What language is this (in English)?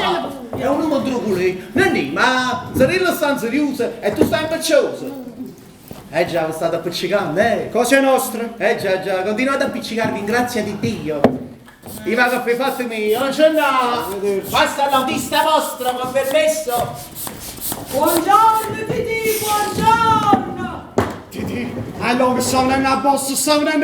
Neapolitan